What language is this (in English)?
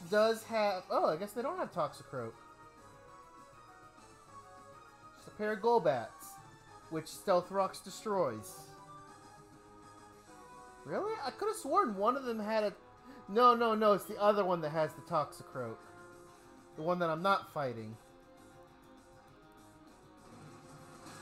English